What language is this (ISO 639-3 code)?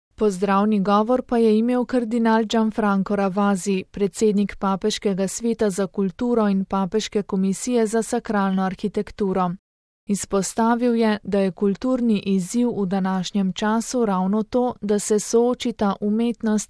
slv